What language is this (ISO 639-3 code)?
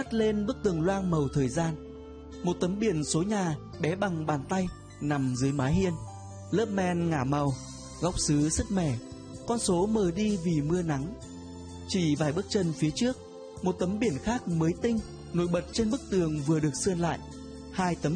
vie